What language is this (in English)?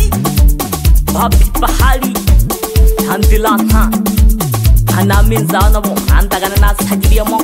Swahili